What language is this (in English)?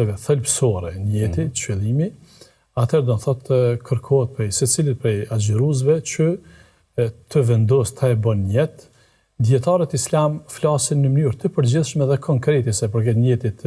Albanian